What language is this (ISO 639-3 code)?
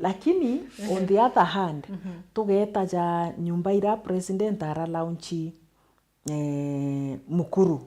mer